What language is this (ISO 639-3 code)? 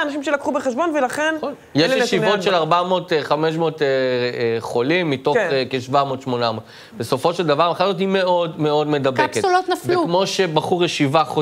heb